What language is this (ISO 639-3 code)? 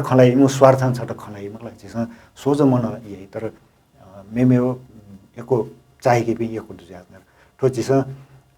new